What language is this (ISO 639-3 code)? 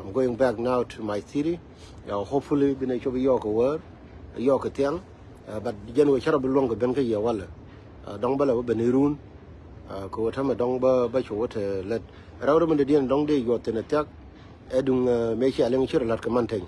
nus